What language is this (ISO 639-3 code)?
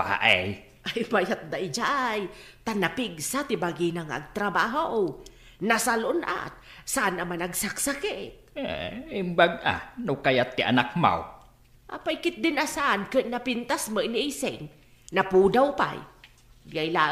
ilo